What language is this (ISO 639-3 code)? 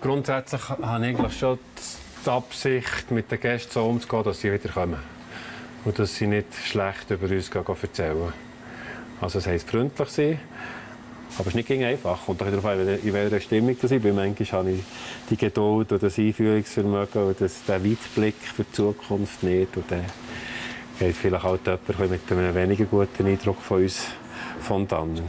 gsw